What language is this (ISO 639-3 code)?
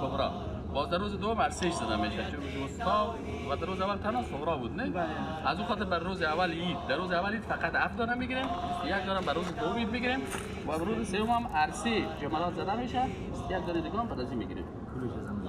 fas